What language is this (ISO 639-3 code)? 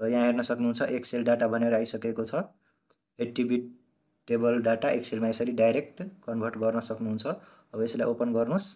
nep